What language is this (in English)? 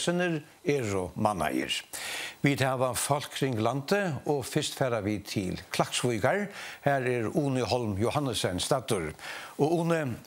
Faroese